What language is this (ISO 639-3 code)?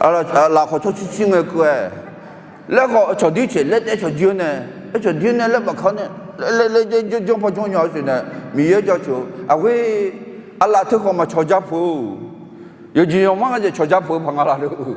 ahk